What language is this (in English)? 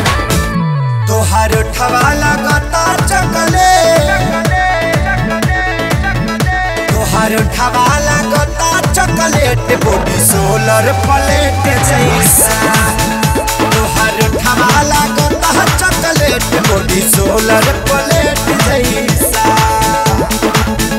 Bhojpuri